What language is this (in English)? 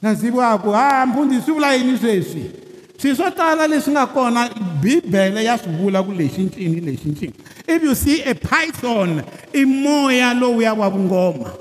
Tsonga